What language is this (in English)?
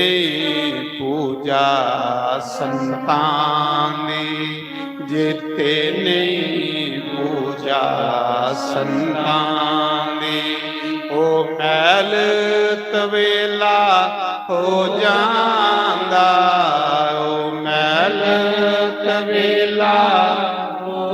Dogri